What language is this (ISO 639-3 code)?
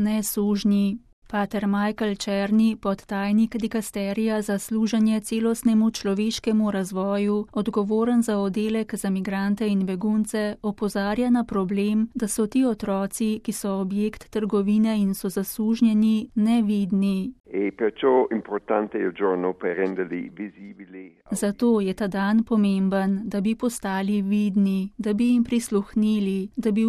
slv